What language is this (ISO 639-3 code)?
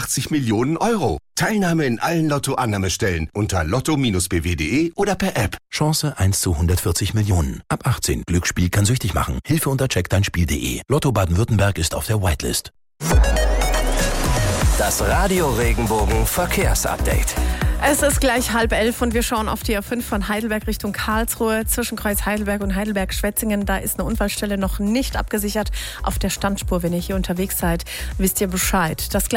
deu